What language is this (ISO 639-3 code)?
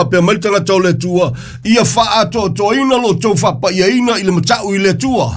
smo